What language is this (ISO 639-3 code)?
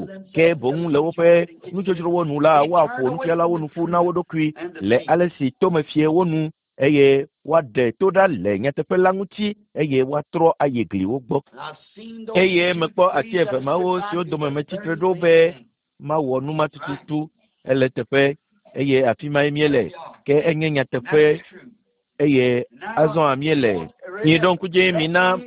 ewe